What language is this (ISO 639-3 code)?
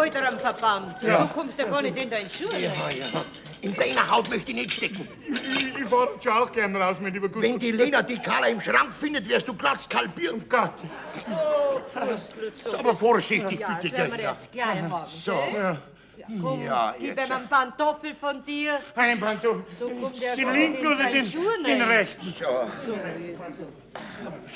bar